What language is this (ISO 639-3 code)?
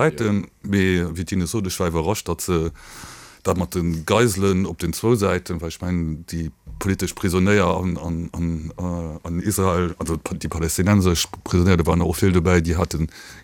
ltz